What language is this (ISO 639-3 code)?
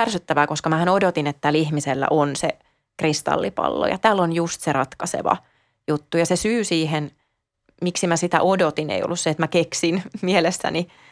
fin